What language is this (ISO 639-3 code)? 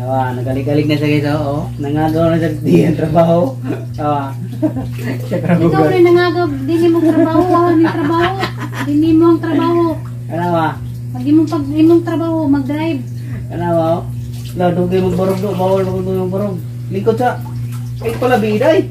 ceb